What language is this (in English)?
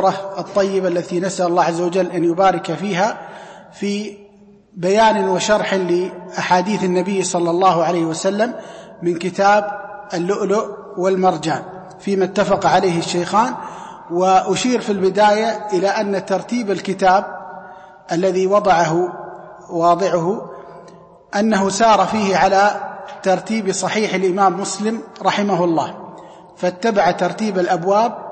Arabic